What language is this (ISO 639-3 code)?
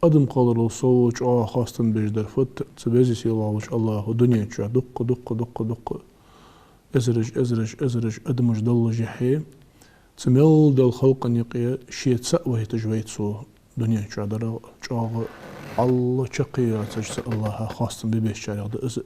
inh